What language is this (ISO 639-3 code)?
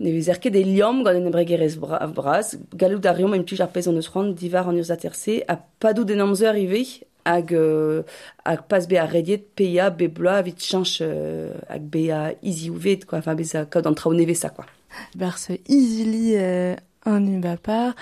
bre